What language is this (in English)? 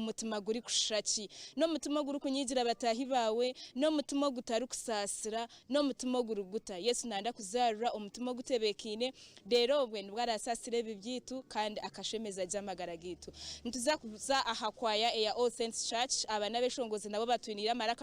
Nyankole